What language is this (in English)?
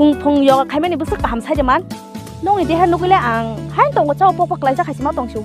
Kok Borok